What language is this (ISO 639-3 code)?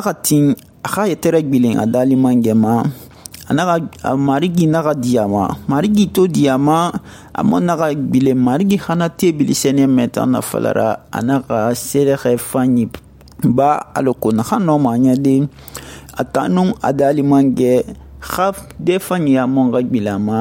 sus